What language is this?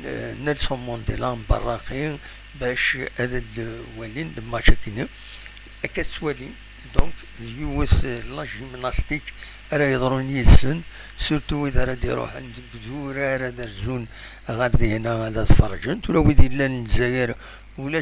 Kabyle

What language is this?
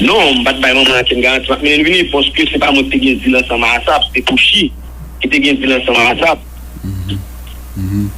Haitian Creole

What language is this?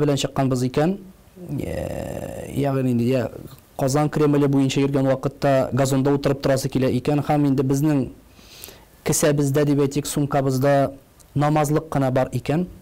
Tatar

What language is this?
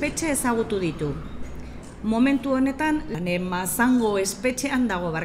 Basque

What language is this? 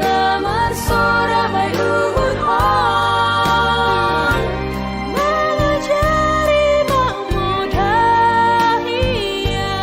Batak Simalungun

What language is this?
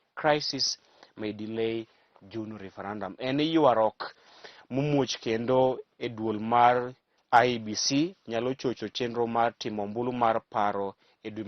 Luo (Kenya and Tanzania)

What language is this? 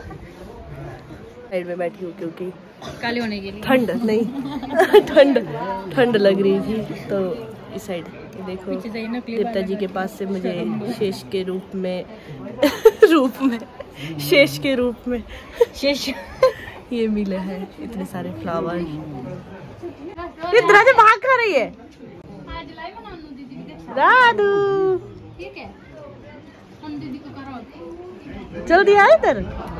Hindi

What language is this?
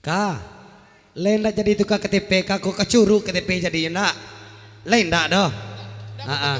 Minangkabau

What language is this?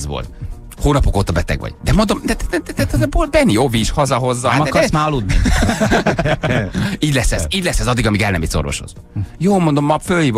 Hungarian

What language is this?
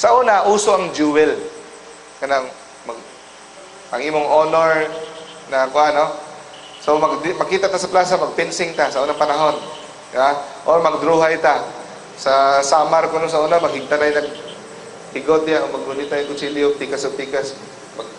Cebuano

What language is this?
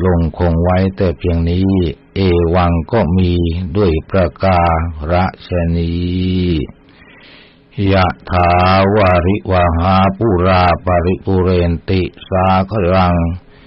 Thai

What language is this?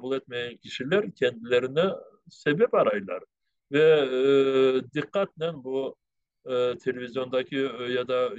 Crimean Tatar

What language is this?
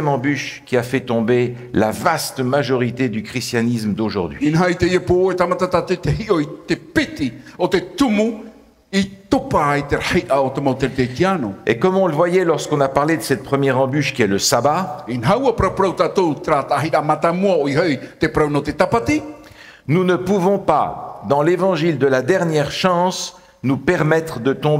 Tahitian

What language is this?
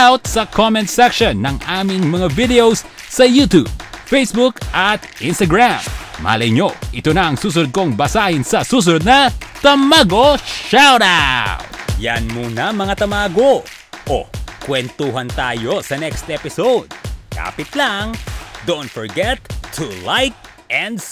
Filipino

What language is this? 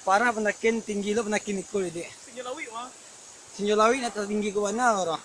Minangkabau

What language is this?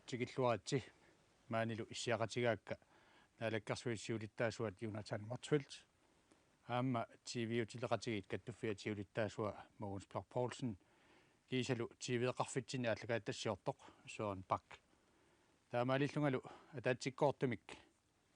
Kalaallisut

